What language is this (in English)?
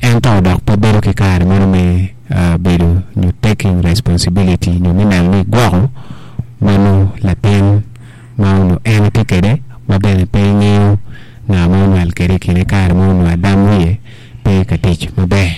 Acoli